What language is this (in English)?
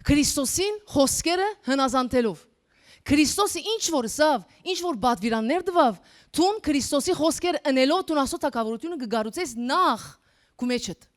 Western Armenian